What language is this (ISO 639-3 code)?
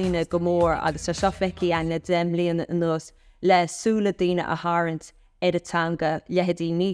gle